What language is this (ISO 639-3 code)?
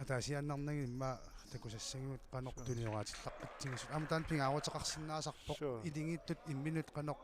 kal